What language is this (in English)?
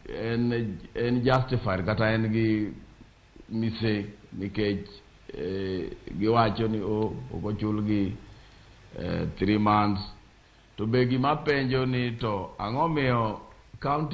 Luo (Kenya and Tanzania)